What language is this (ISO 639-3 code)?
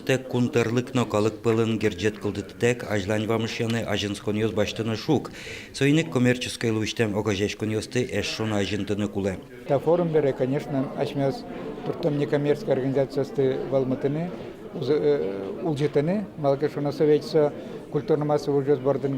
udm